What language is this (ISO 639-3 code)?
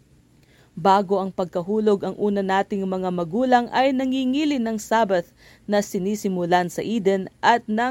fil